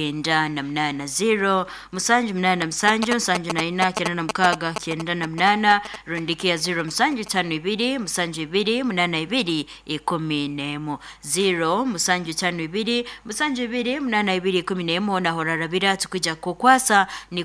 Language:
Nyoro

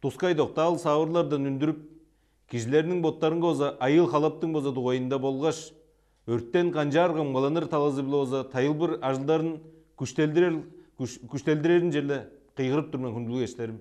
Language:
Tuvinian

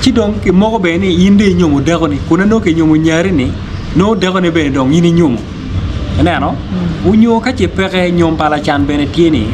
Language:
Acoli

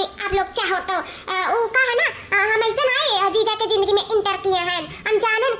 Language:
Awadhi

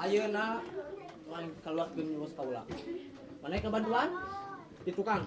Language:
Sundanese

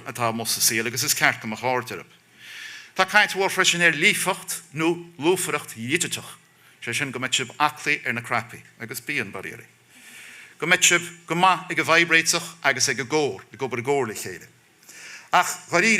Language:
Irish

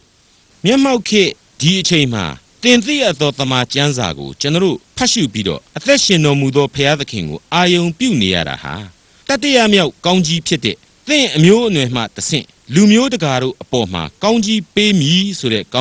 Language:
Burmese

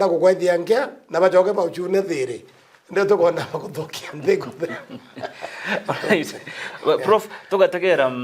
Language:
Meru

